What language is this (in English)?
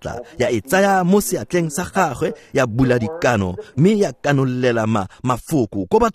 Tswana